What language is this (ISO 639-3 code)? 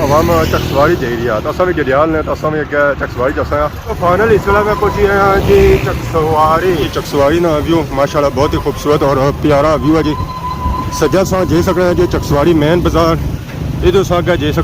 phr